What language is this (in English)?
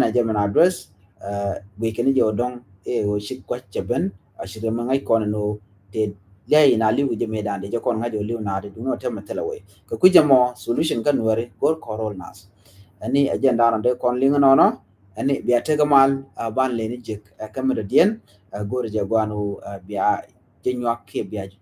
Nuer